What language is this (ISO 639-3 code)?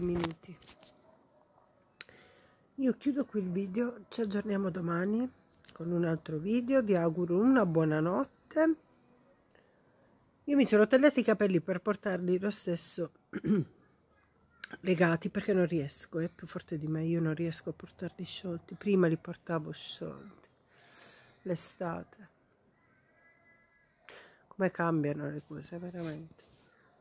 ita